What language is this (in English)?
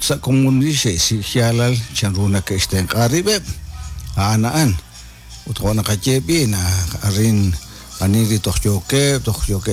Kekchí